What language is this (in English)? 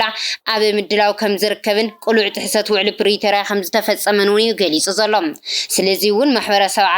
Tigrinya